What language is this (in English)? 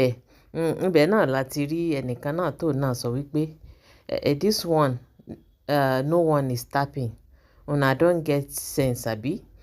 Yoruba